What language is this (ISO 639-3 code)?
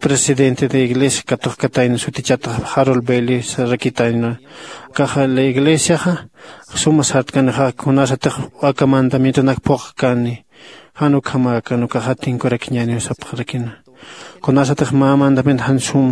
aym